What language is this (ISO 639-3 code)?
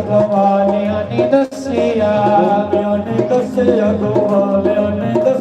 doi